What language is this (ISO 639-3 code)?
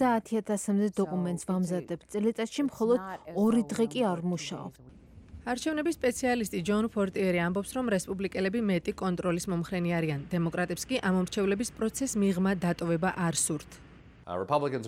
kat